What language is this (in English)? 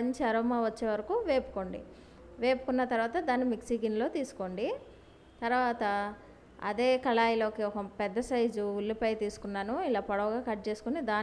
Telugu